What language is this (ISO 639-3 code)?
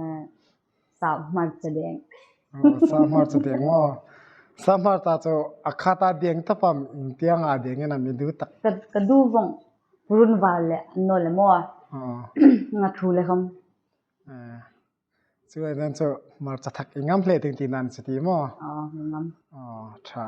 hmr